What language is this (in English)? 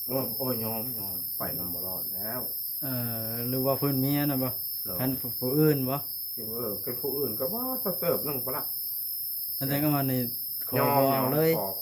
Northeastern Thai